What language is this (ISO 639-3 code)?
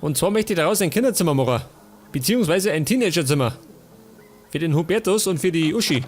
bar